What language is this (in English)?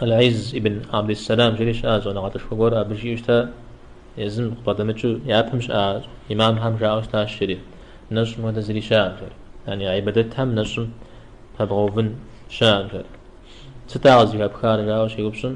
Kabardian